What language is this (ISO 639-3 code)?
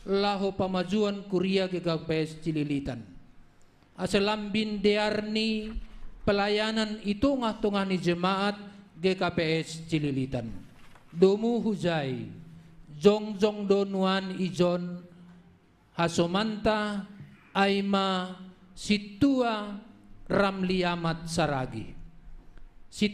bts